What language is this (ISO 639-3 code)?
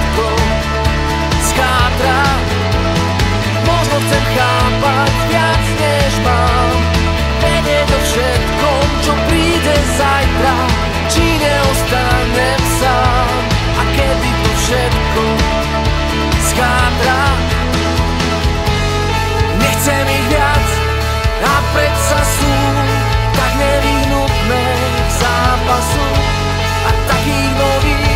slk